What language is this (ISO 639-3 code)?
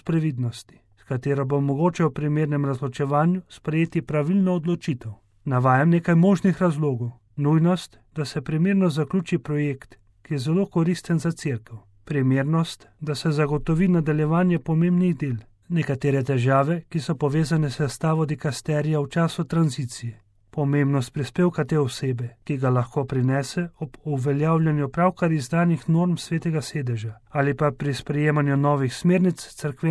slv